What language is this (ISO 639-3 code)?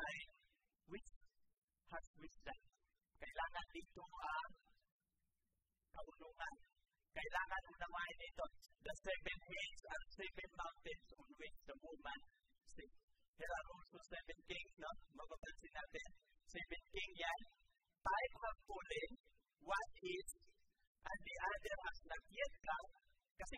fil